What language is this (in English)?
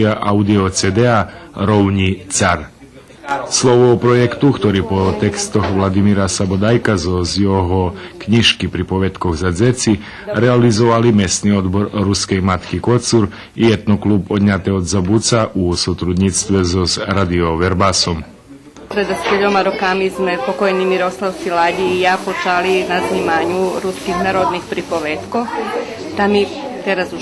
Rusyn